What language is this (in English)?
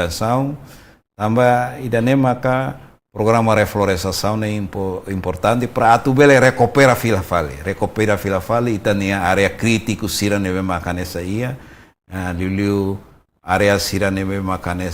Tetum